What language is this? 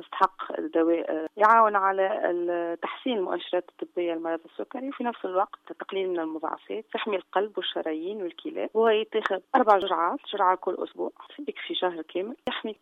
Tunisian Arabic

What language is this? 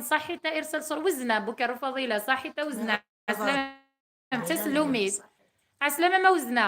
Kabyle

